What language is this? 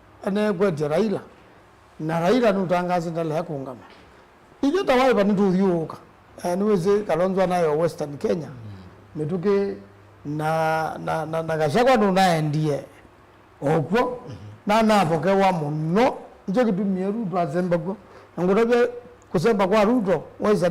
Kamba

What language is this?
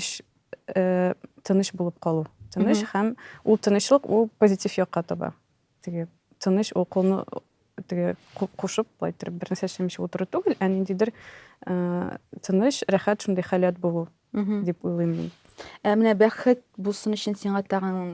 Tatar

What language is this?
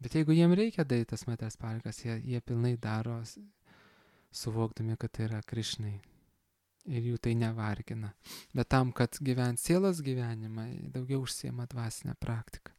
Lithuanian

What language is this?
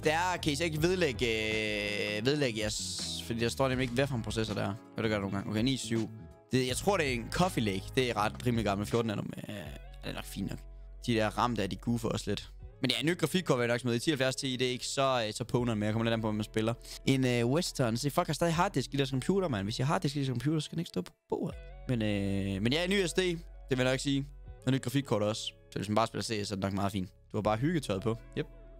Danish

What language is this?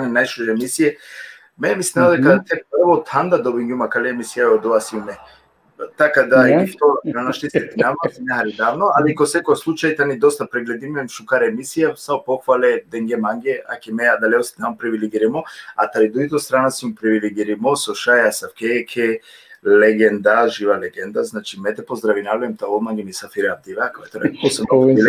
Balkan Romani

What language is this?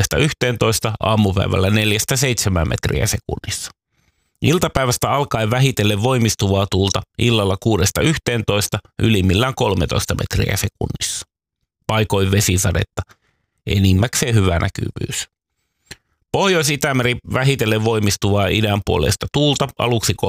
Finnish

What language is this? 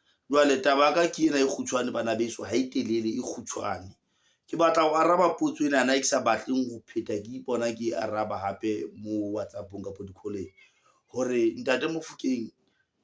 Southern Sotho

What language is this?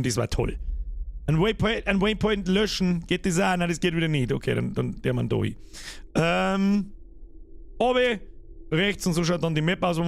Bavarian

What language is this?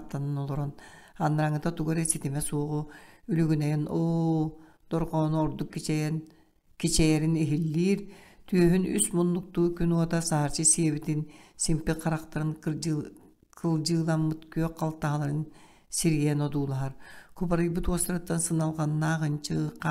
Yakut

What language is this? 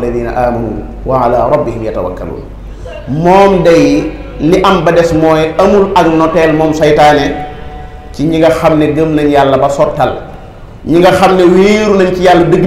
Wolof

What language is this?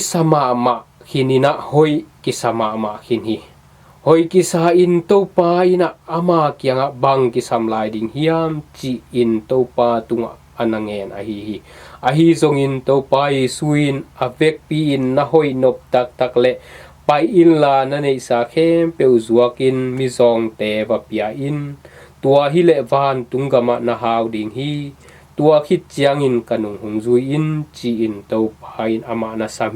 Tedim Chin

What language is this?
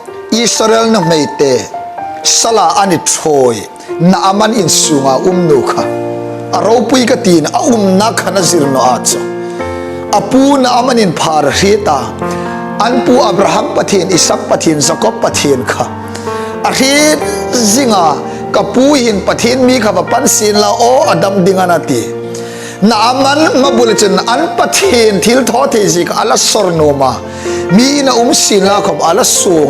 Hmar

